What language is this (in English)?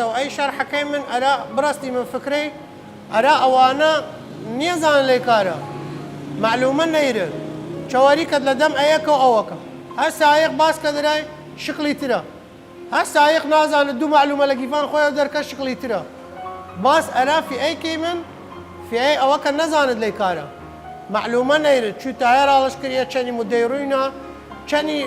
Southern Kurdish